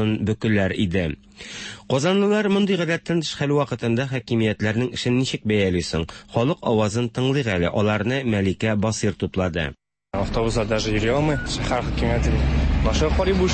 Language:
Tatar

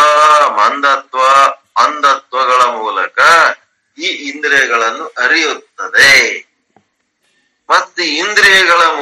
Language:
Kannada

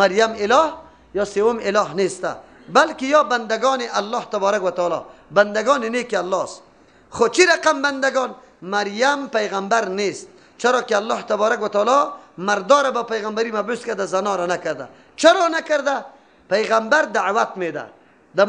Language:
Persian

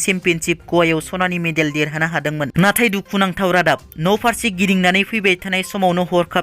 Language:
Bodo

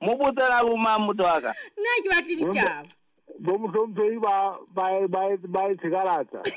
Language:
Southern Sotho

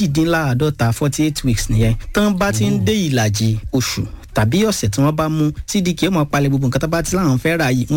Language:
Yoruba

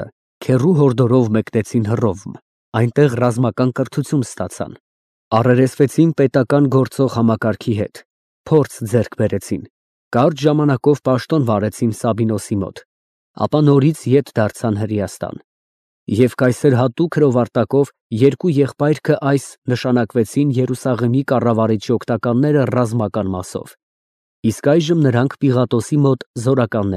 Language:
Armenian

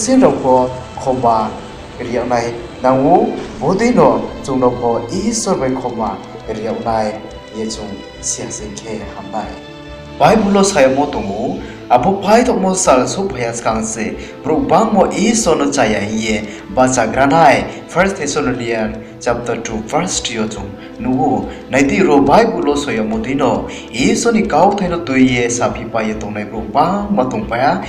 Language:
Riang (India)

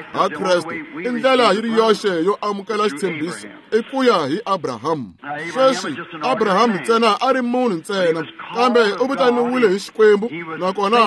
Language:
Tsonga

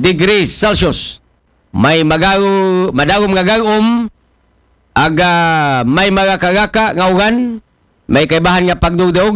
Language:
Aklanon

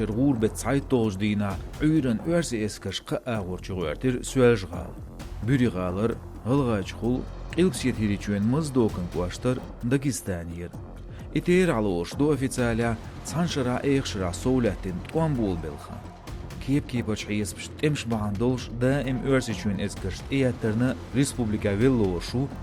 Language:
Chechen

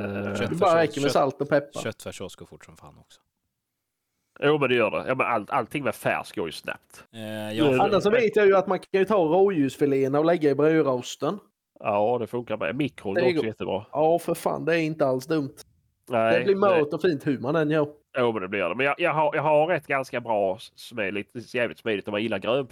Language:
Swedish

